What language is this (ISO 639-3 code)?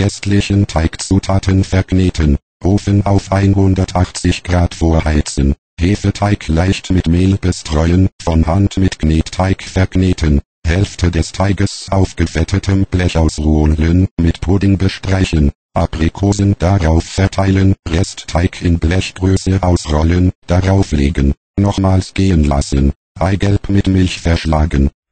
deu